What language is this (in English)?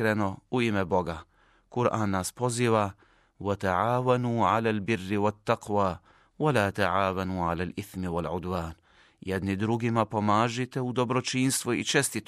Bosnian